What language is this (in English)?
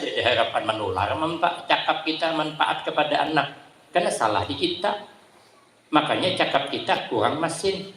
Banjar